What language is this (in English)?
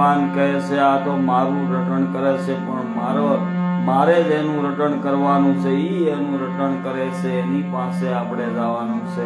Gujarati